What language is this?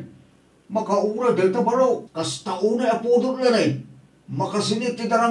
Iloko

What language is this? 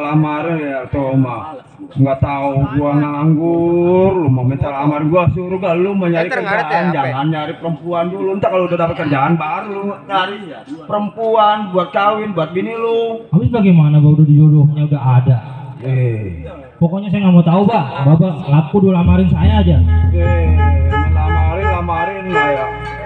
Betawi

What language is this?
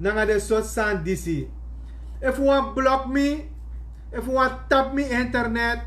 Sranan Tongo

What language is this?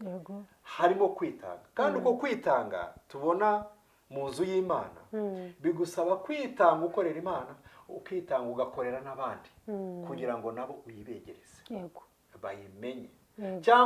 Kinyarwanda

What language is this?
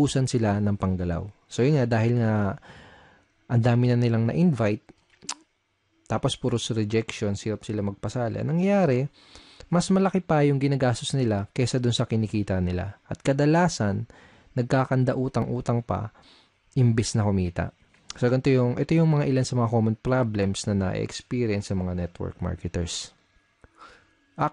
Filipino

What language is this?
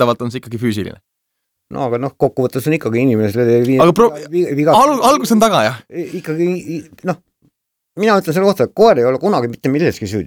Estonian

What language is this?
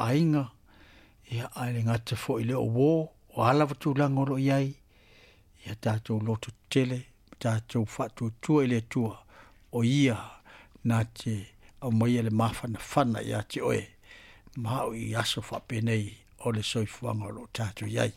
Samoan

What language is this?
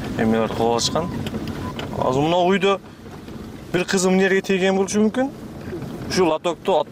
Kyrgyz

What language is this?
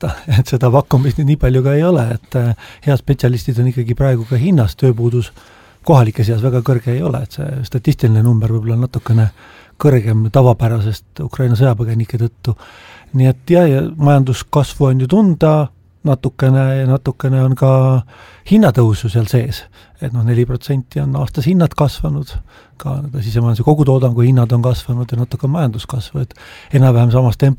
Estonian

